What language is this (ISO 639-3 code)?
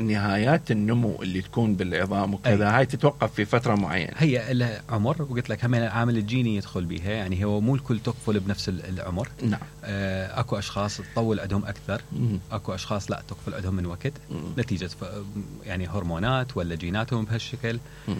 acm